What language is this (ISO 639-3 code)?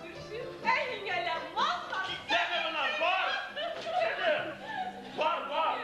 bak